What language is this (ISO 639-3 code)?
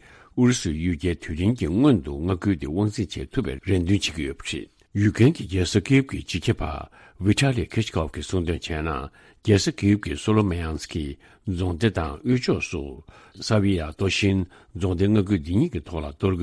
bod